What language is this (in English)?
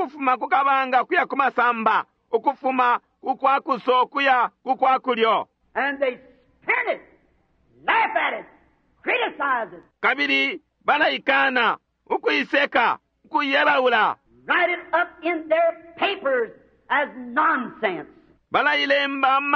Bemba